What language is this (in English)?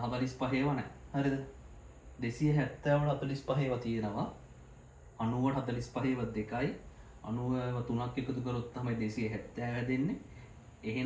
Sinhala